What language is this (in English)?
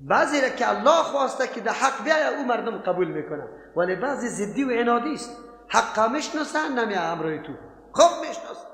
Persian